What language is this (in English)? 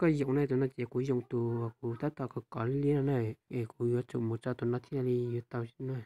Hmong